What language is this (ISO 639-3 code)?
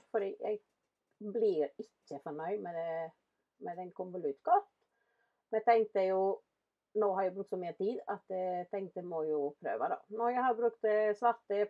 nor